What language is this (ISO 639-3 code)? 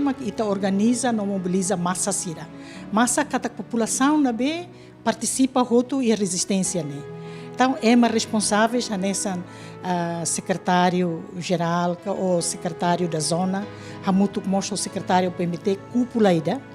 tet